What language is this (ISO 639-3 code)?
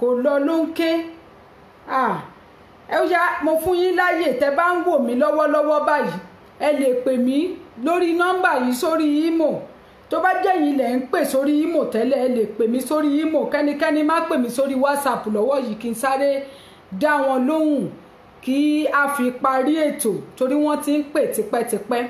yor